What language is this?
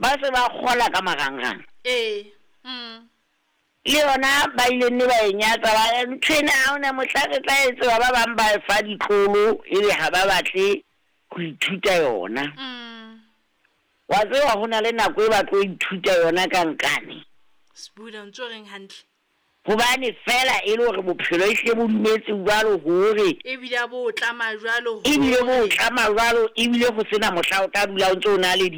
Southern Sotho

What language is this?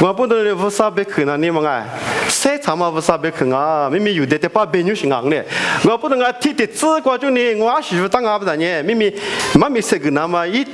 Lisu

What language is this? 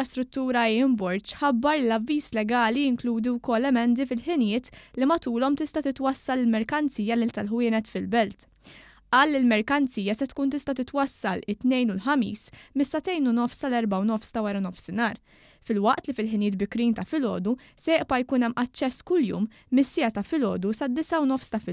Maltese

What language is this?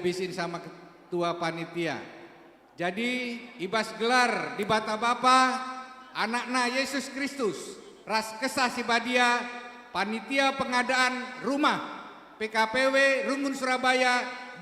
Batak Karo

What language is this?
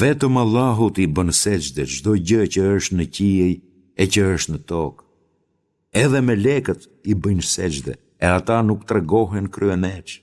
Albanian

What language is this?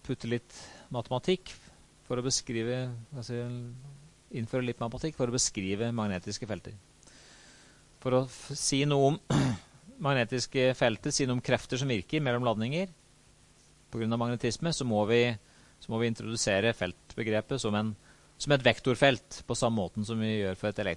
Norwegian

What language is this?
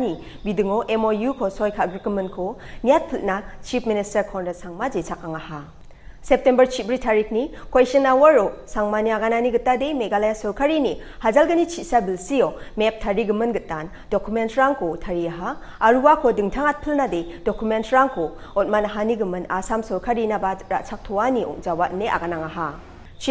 Garo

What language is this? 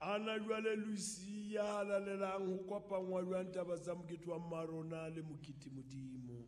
Southern Sotho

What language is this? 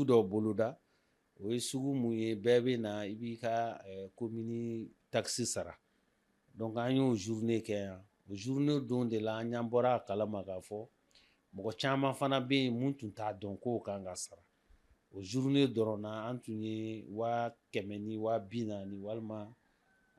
Bambara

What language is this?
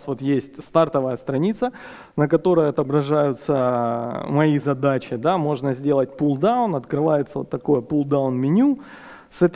Russian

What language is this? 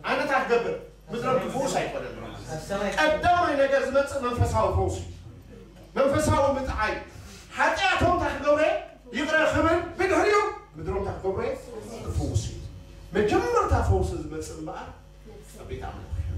Tigrinya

